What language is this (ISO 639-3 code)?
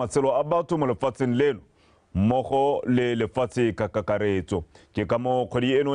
tsn